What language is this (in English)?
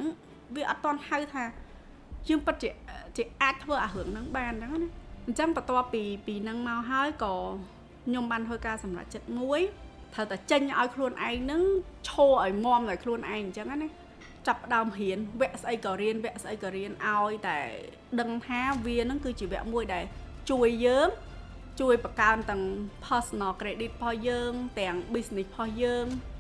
Khmer